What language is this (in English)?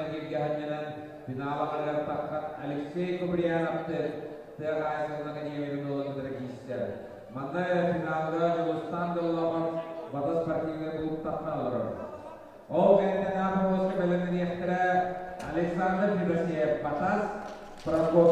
Yakut